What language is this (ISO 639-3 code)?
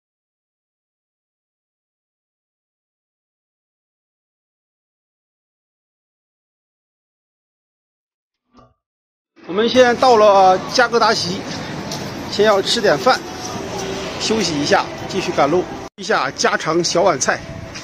zho